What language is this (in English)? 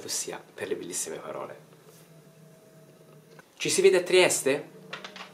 Italian